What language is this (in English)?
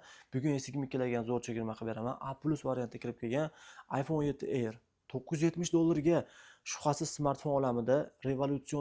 Uzbek